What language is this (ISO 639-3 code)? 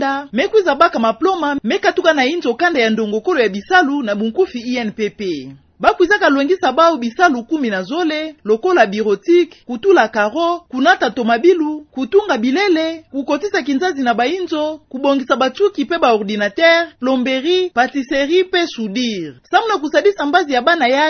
ktu